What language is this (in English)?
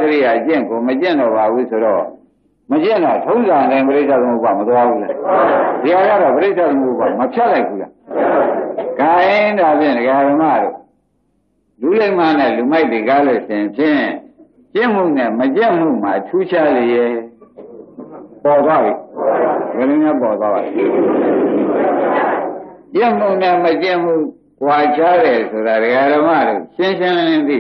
Burmese